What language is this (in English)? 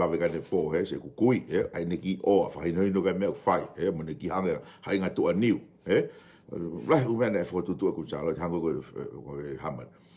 Tongan